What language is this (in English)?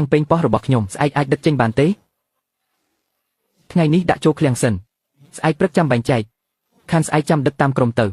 Khmer